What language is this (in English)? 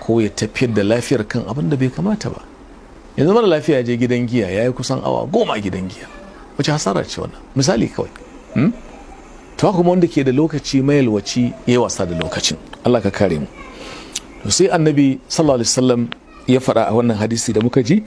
Hausa